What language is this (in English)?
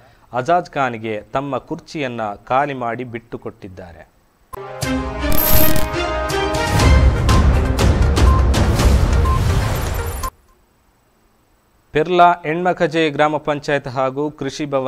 Kannada